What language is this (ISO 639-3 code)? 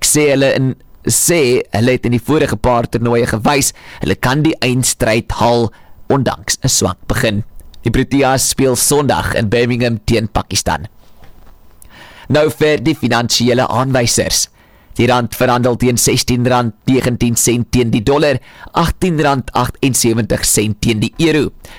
afr